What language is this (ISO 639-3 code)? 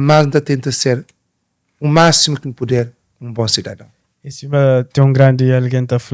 kea